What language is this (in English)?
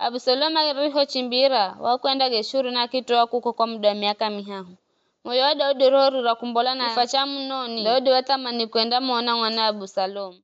Giryama